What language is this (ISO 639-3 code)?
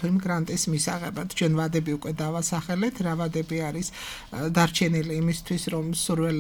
kat